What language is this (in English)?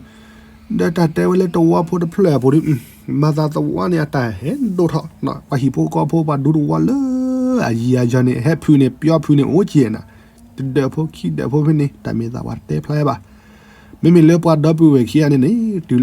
S'gaw Karen